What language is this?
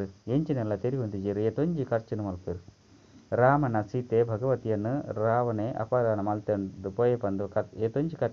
Tulu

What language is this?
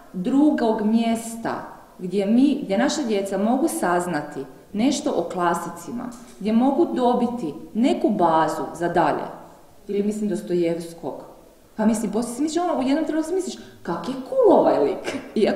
Croatian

